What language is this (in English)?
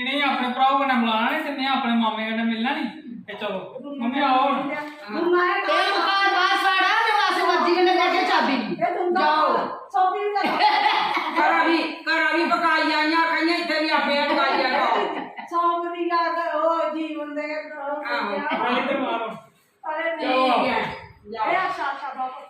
Dogri